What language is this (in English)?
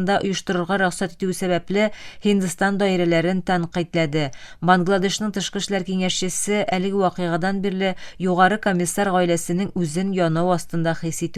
Tatar